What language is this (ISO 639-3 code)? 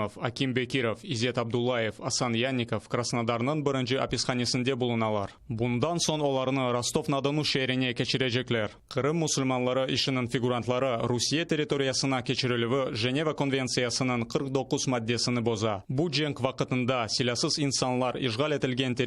crh